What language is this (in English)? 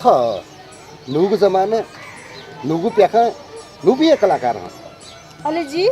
Newari